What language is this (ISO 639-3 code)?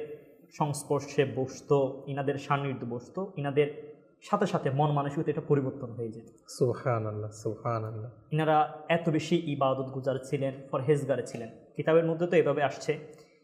ben